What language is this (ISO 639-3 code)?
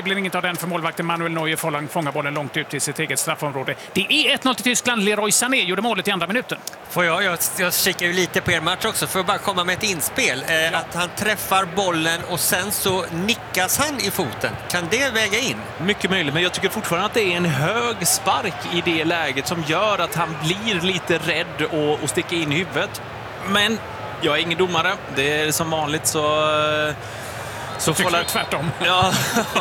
swe